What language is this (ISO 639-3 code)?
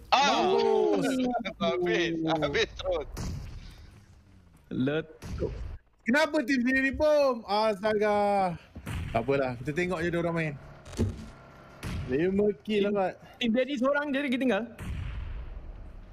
msa